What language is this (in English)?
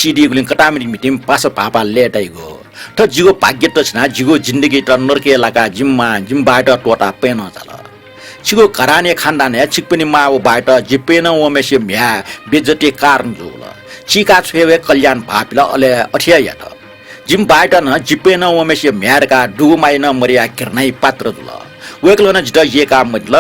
Newari